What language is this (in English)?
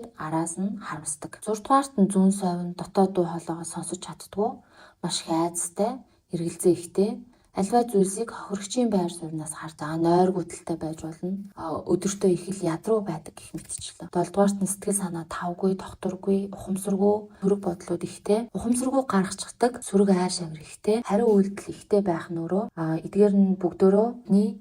Mongolian